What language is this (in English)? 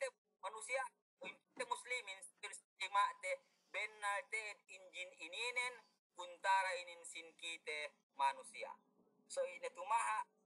Yakan